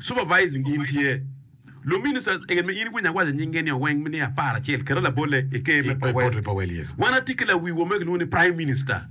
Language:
Acoli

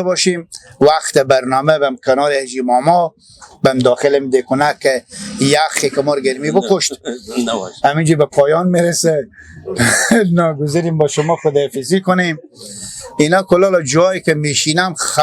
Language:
Persian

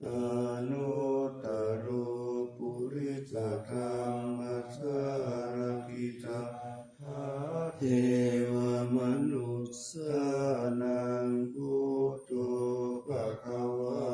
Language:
Pali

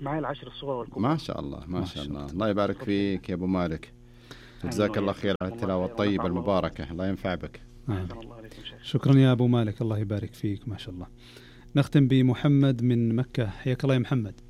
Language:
Najdi Arabic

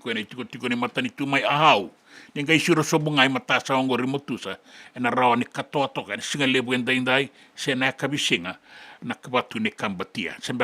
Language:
Fijian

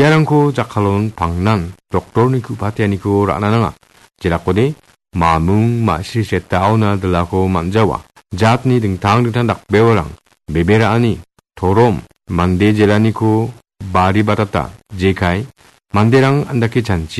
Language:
Garo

